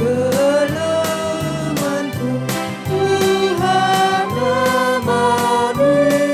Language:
Batak Karo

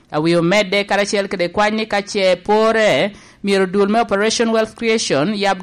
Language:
Lango (Uganda)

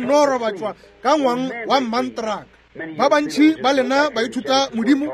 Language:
Northern Sotho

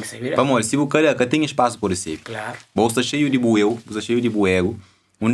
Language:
Kabuverdianu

